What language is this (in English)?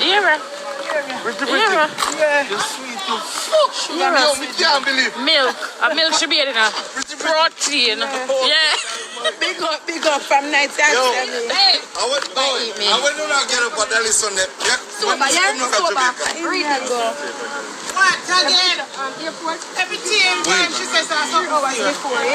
Jamaican Creole English